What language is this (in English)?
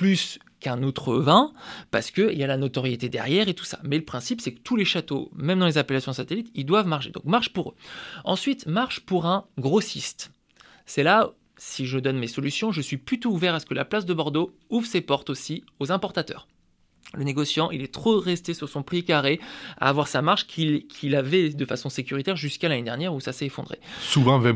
French